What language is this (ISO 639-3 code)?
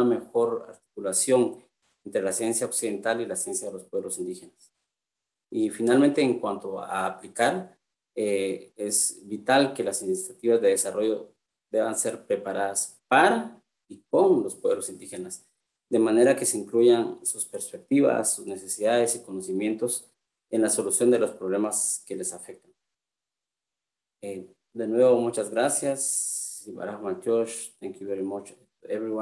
spa